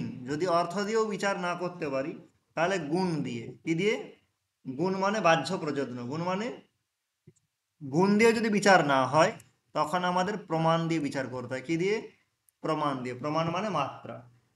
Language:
Bangla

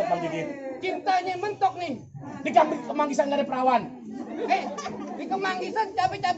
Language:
Betawi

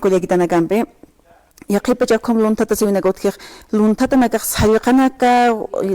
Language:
Aymara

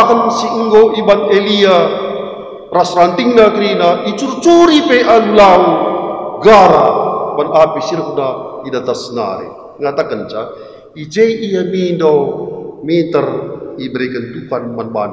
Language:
Batak Karo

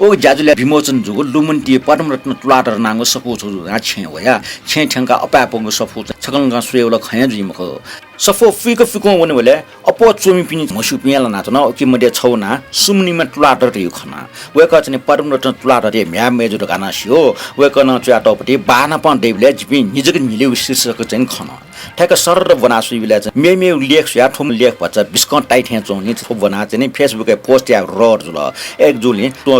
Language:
Newari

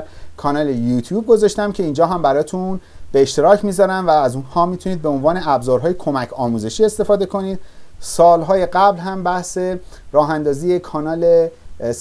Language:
Persian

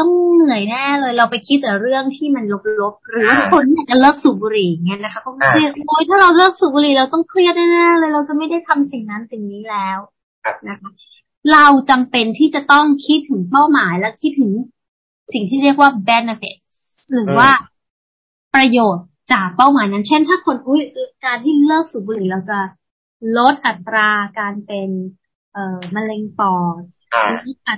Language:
Thai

